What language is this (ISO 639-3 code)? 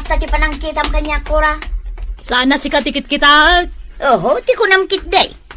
ilo